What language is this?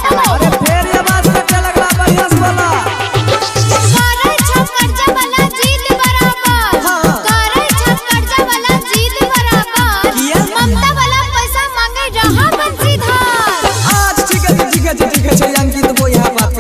Maithili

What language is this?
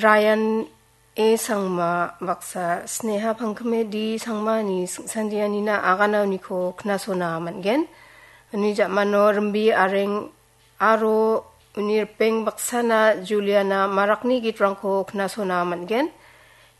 Garo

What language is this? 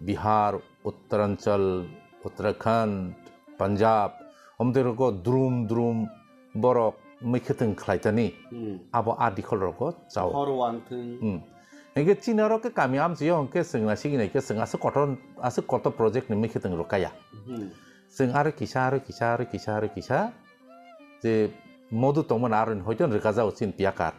Kok Borok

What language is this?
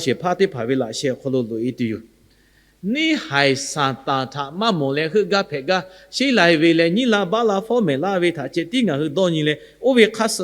Lahu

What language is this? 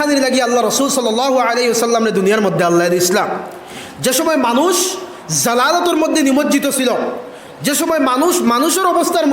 Sylheti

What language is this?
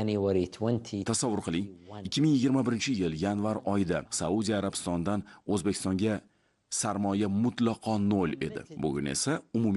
Uzbek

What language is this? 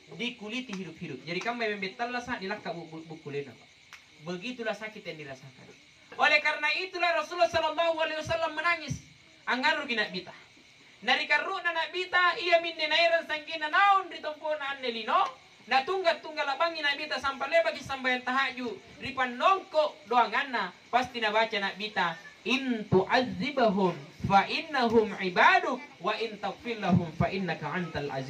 Makasar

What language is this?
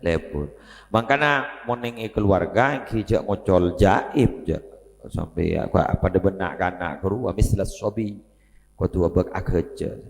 Madurese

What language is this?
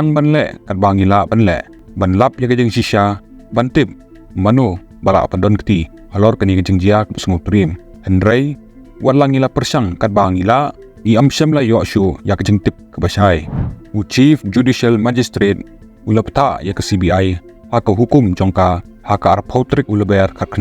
Khasi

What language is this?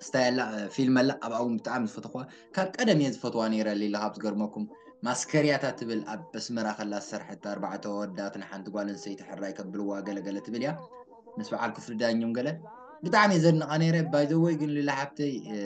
Tigrinya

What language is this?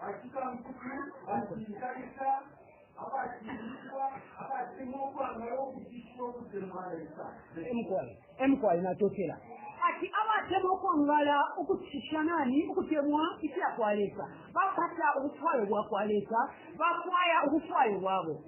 Bemba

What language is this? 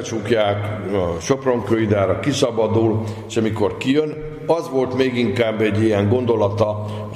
Hungarian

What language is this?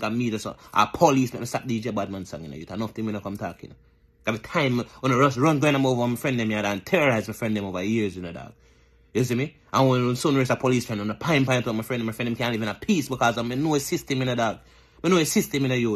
Jamaican Creole English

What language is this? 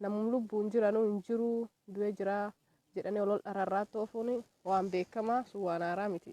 Oromo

